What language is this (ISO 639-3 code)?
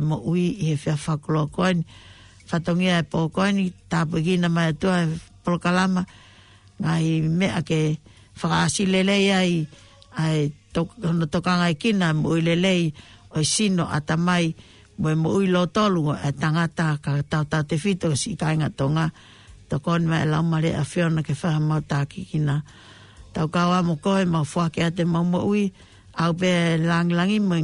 ton